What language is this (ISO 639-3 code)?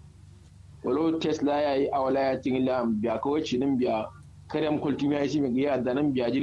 kau